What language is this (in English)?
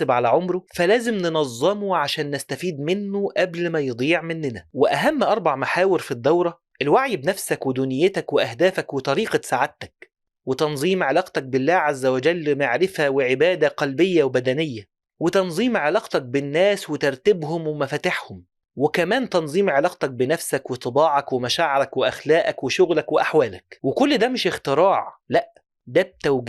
Egyptian Arabic